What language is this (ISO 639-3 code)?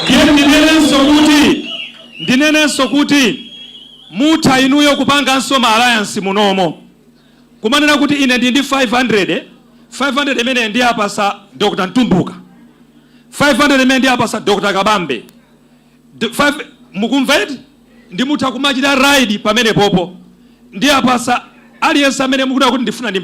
nya